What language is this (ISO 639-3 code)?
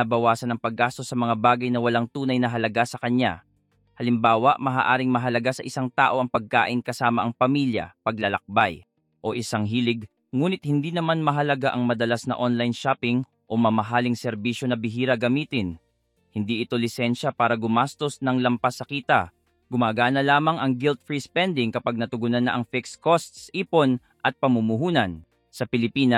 fil